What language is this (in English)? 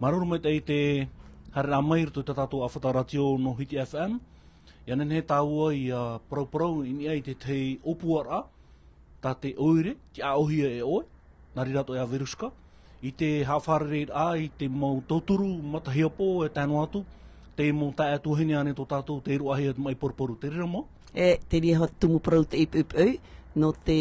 Tahitian